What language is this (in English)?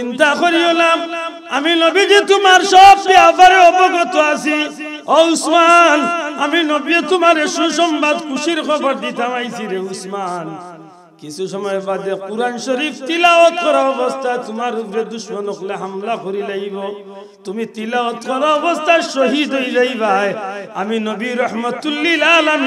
Sylheti